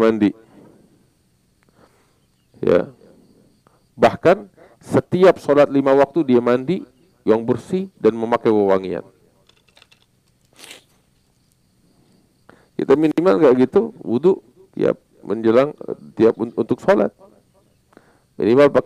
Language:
Indonesian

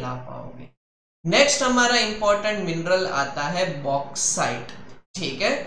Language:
Hindi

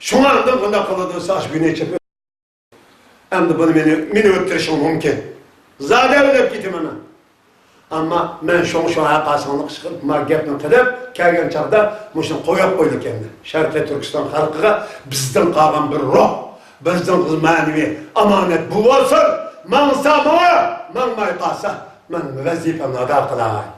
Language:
Uyghur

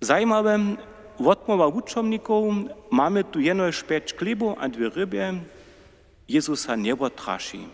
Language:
Upper Sorbian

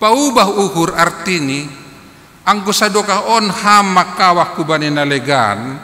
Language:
Batak Simalungun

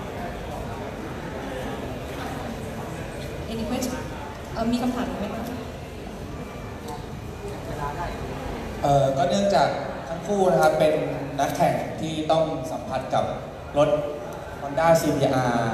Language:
Thai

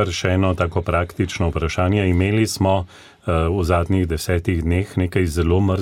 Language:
Slovenian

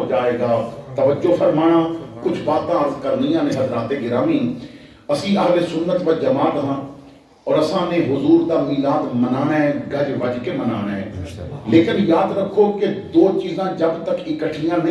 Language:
Western Panjabi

